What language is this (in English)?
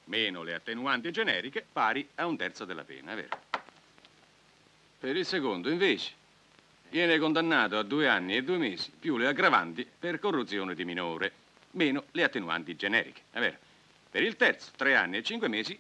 Italian